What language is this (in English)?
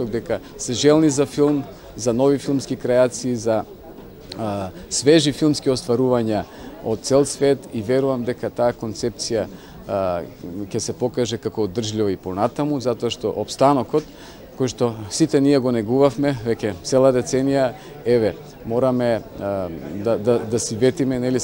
Macedonian